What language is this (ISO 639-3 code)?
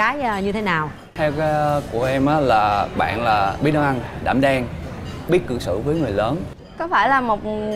vie